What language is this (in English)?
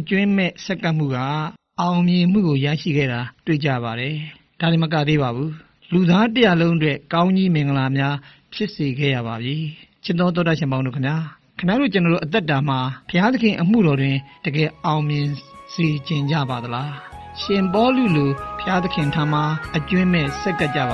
Burmese